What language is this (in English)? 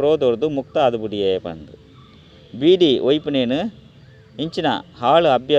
Tulu